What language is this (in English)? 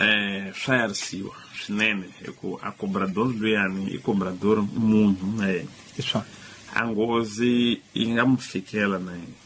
Tsonga